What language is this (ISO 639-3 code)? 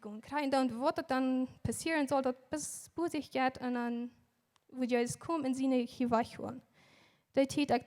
pdt